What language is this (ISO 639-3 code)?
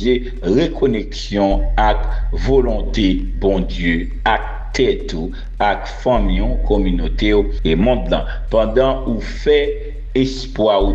hat